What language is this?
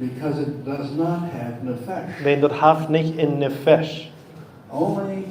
Plautdietsch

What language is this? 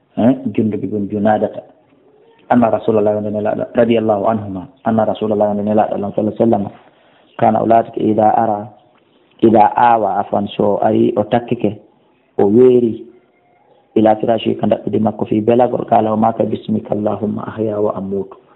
Fula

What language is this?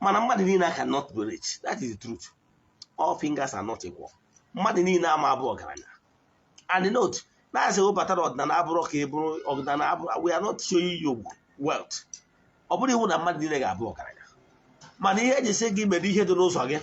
Igbo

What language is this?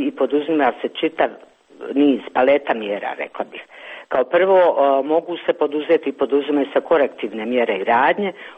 Croatian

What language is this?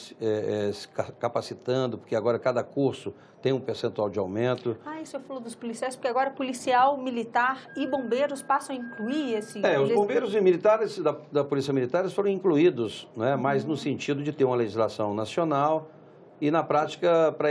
Portuguese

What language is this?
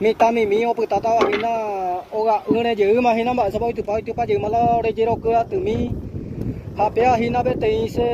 Guarani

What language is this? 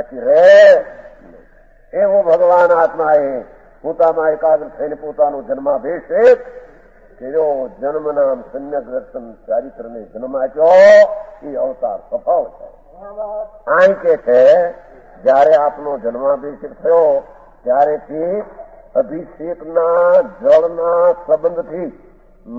Gujarati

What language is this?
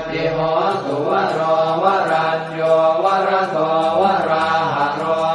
Pali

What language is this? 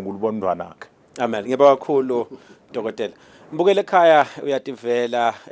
Swati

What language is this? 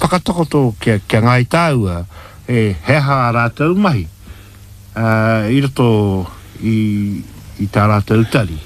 Māori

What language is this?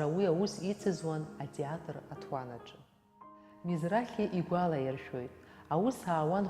Abkhazian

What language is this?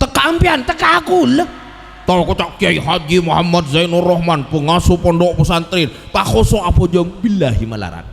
Madurese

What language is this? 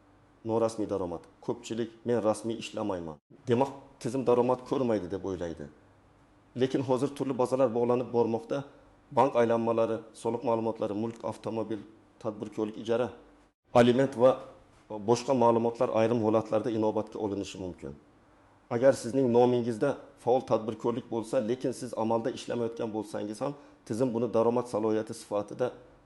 Uzbek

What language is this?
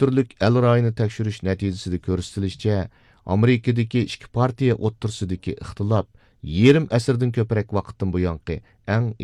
Uyghur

